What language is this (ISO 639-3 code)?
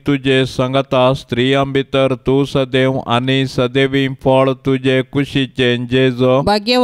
kok